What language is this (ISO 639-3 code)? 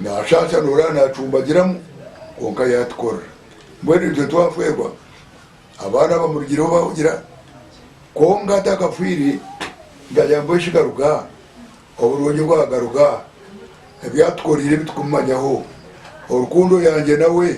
nyn